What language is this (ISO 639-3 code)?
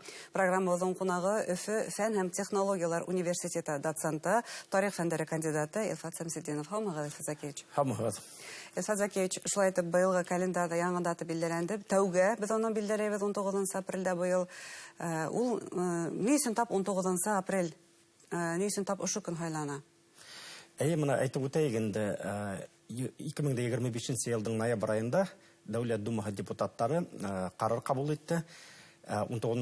bak